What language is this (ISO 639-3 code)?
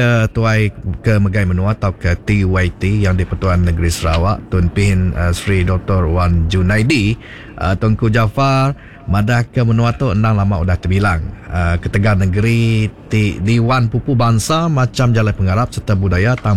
iba